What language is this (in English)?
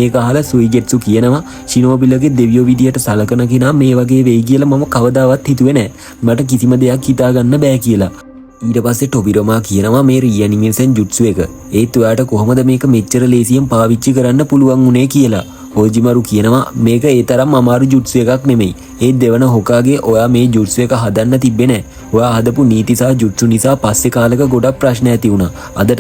Sinhala